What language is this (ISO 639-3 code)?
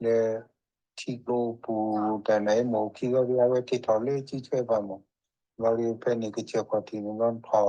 ksw